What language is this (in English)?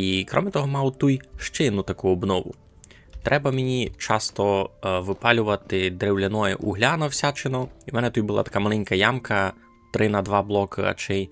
Rusyn